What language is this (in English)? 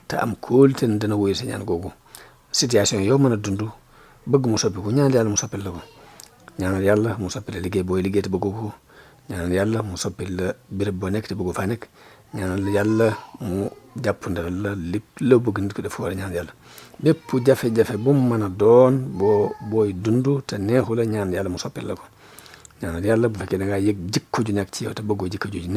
Wolof